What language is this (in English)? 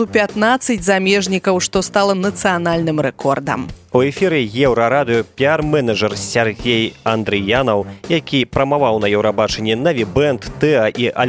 Belarusian